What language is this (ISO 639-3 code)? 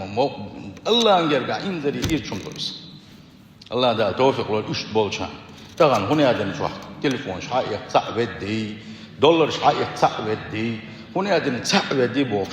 che